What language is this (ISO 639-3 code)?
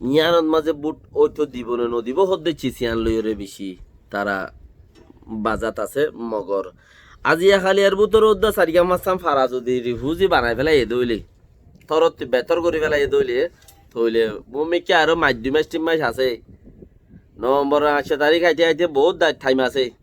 rhg